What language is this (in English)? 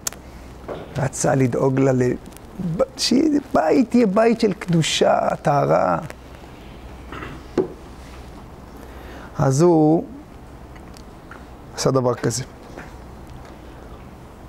Hebrew